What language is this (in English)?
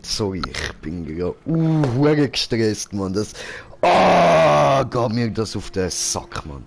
Swiss German